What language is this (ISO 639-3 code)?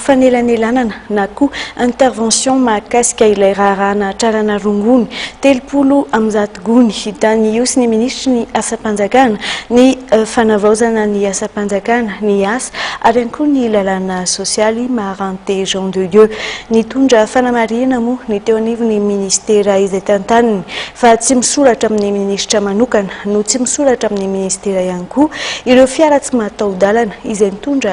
mlg